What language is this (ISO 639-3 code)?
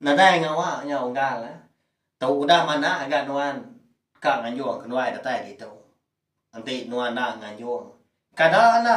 iba